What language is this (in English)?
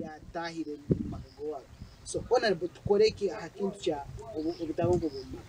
Nyankole